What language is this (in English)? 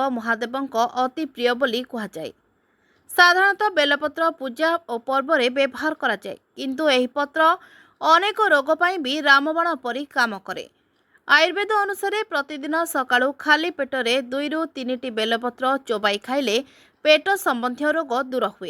Odia